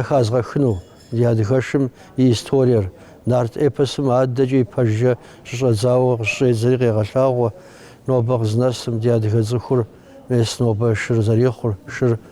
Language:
Kabardian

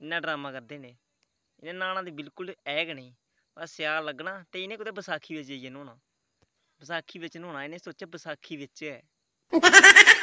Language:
Dogri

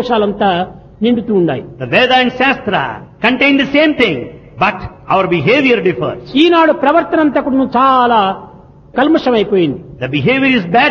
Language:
Telugu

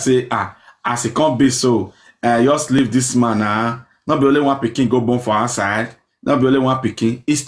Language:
Nigerian Pidgin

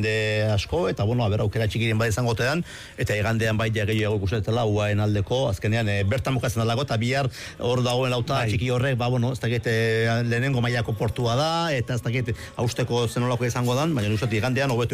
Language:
Basque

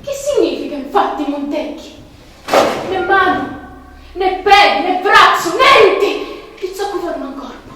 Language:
Sicilian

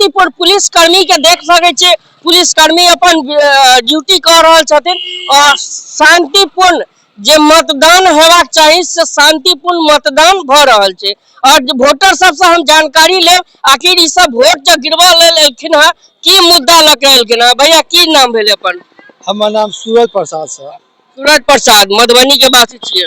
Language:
Maithili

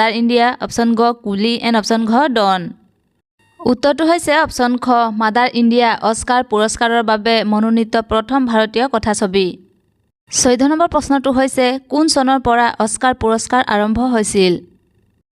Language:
Assamese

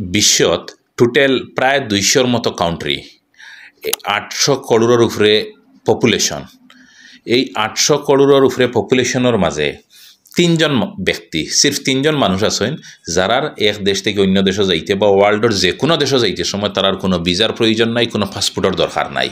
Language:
Sylheti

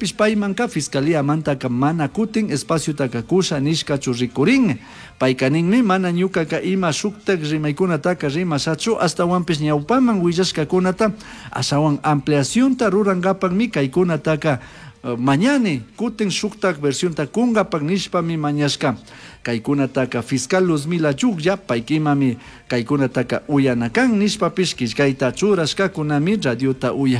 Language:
Chimborazo Highland Quichua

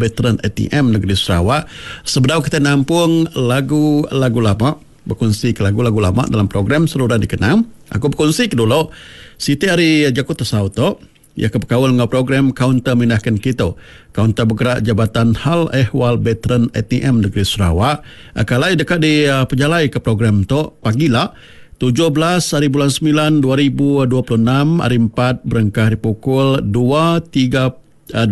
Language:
Iban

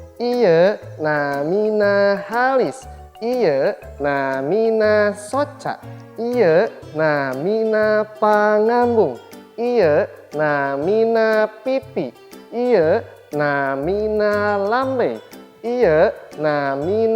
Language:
Sundanese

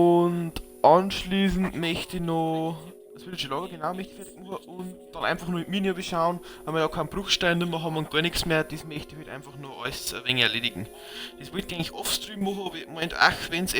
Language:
Bavarian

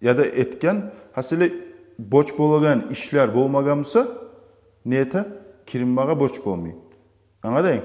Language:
Kumyk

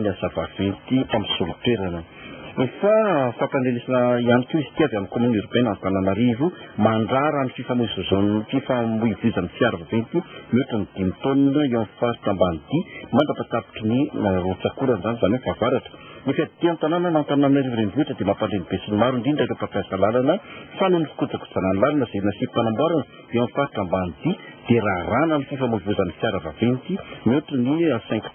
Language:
Malagasy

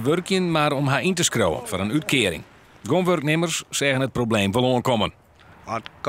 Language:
Western Frisian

